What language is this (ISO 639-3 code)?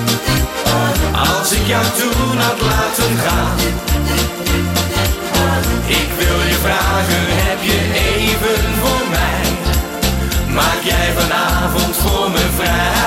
nld